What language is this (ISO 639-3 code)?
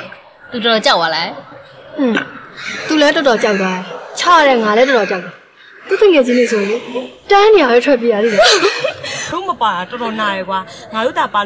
mya